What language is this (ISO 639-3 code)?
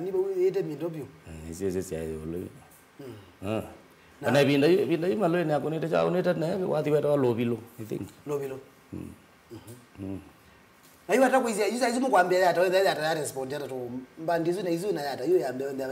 kam